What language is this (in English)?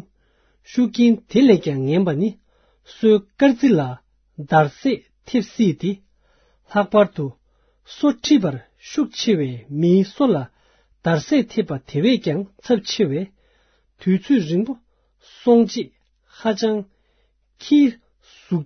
Tibetan